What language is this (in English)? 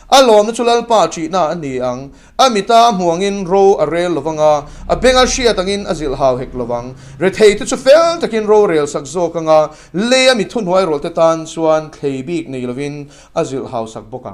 Mizo